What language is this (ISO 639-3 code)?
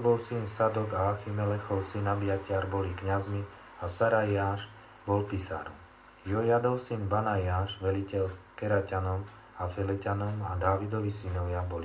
slk